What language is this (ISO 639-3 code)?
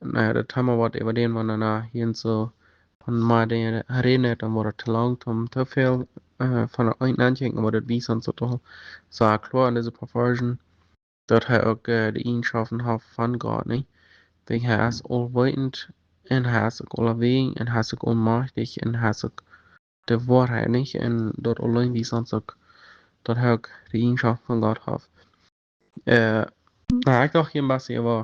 pdt